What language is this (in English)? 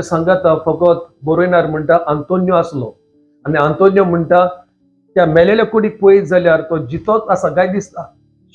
Konkani